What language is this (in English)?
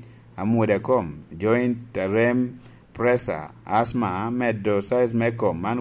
Lango (Uganda)